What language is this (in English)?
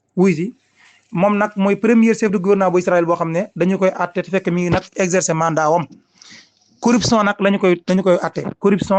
Wolof